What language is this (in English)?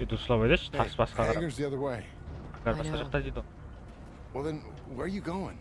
Kara-Kalpak